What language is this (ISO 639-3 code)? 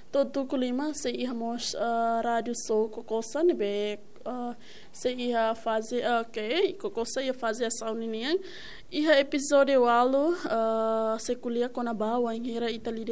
tet